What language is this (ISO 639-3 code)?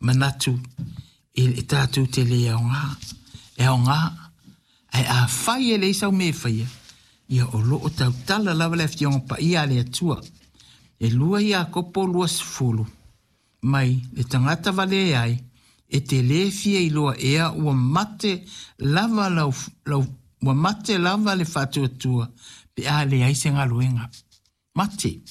smo